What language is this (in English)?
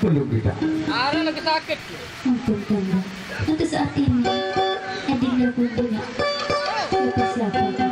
Sasak